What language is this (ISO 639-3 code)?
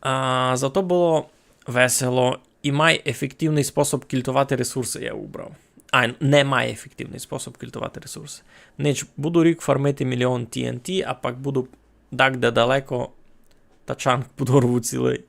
rue